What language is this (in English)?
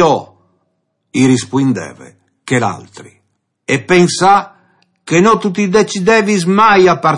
Friulian